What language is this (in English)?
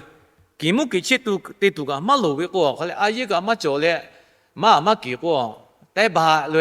Lahu